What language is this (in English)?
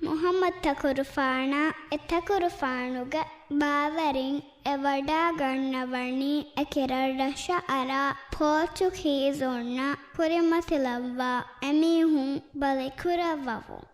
Divehi